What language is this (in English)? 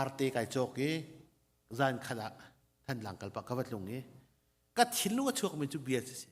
Hakha Chin